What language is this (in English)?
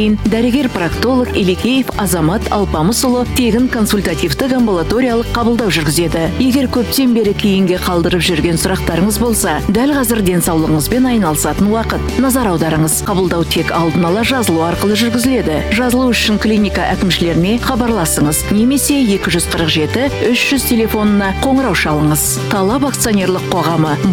Kazakh